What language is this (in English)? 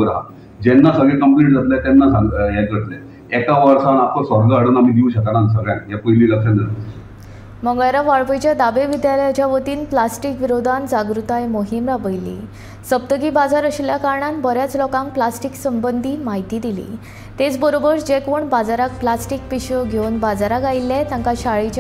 Konkani